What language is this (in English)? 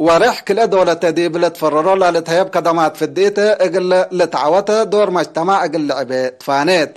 Tigre